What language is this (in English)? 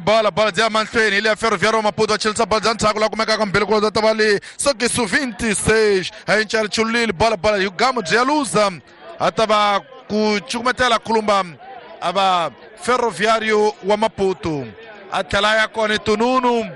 Tsonga